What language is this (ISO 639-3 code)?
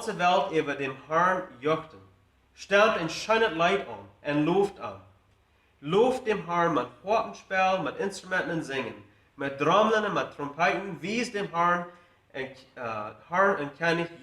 pdt